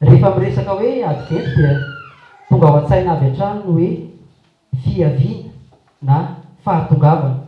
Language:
Malagasy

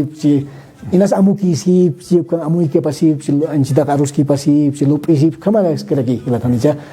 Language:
Aymara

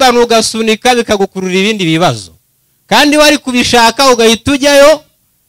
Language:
Kinyarwanda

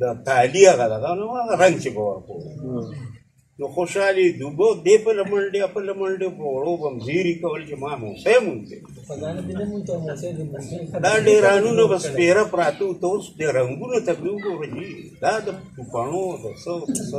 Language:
Pashto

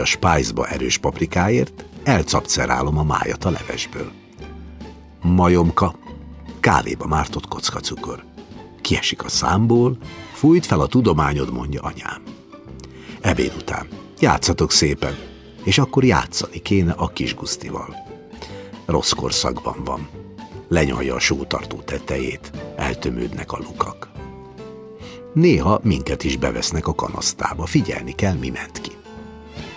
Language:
Hungarian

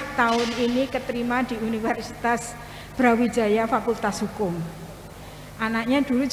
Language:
Indonesian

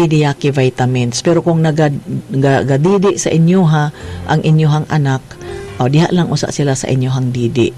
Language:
Cebuano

